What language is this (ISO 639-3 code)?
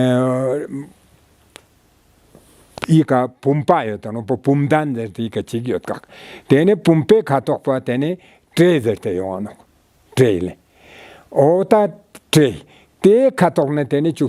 lbj